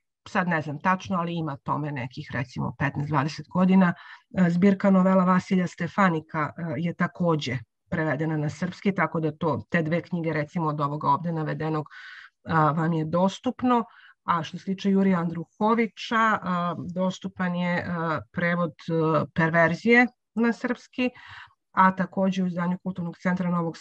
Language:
Serbian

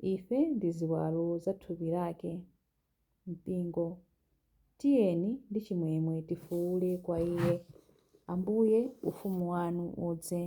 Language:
Nyanja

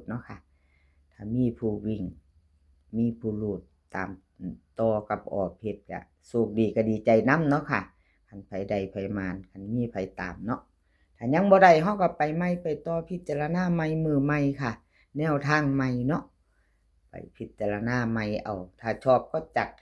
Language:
Lao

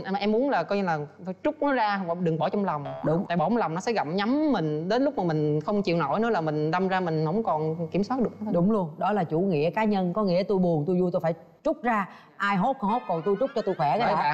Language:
Vietnamese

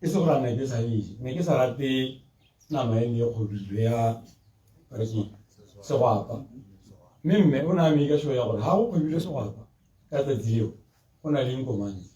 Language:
Tswana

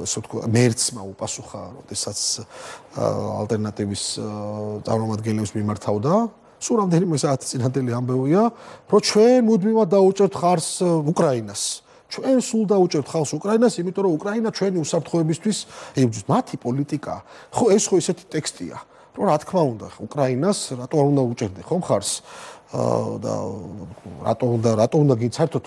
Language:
Georgian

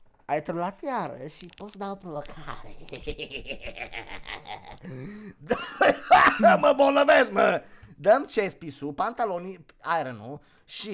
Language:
Romanian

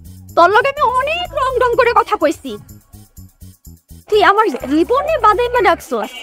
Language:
Bangla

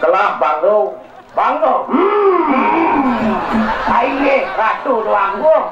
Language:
Balinese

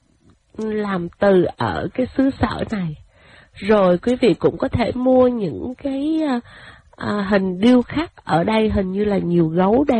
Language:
Vietnamese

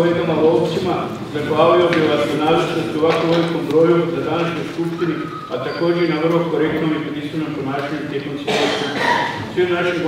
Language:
Croatian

